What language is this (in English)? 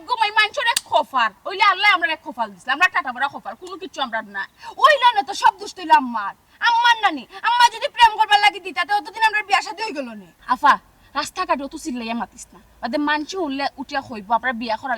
Sylheti